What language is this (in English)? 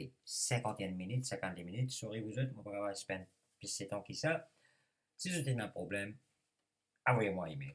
Morisyen